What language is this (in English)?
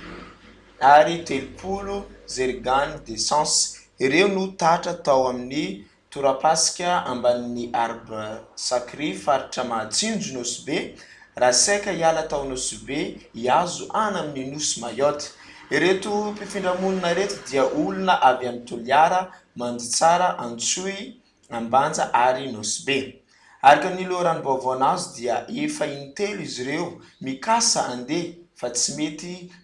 Malagasy